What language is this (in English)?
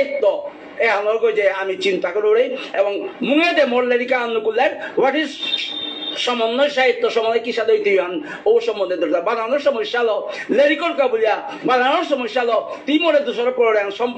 Bishnupriya